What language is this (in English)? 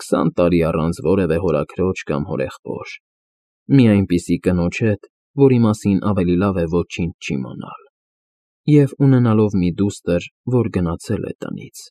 Armenian